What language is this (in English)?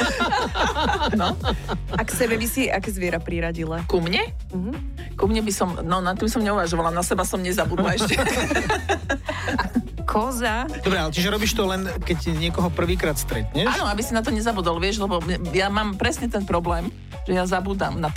Slovak